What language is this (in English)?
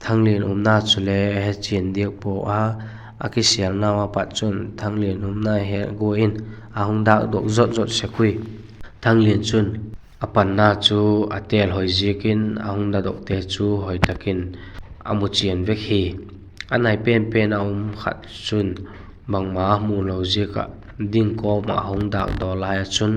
Vaiphei